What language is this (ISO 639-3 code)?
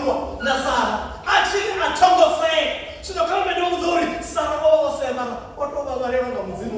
ven